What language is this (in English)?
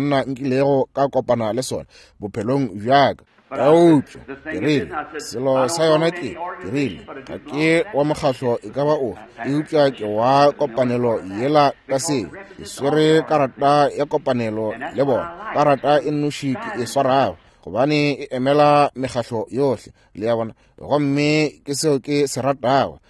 Northern Sotho